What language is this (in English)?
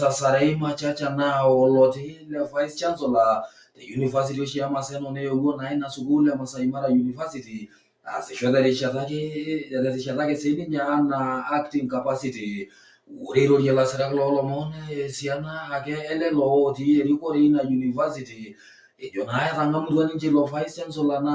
Masai